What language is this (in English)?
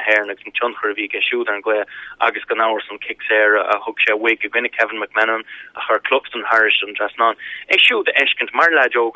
Irish